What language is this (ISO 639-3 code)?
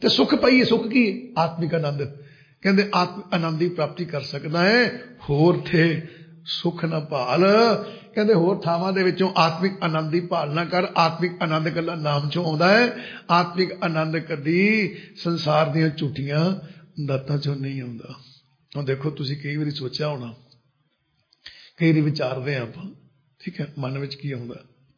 pan